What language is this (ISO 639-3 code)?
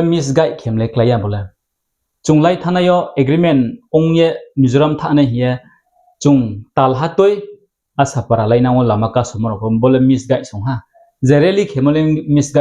ria